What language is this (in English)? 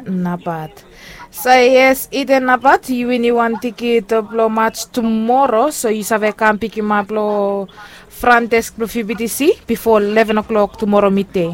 Bislama